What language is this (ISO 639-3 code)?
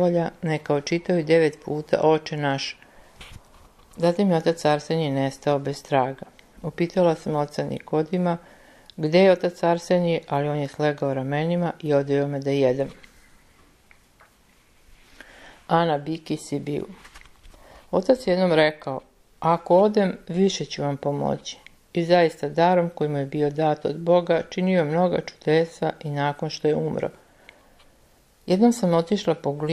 srp